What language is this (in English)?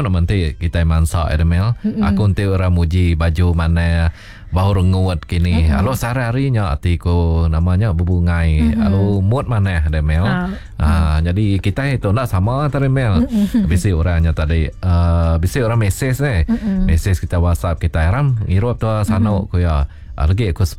Iban